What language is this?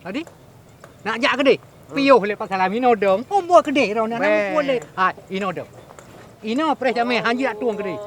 Achinese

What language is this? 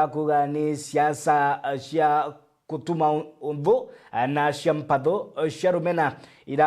Meru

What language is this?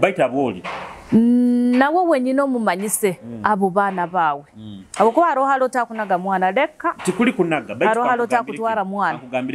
Nyoro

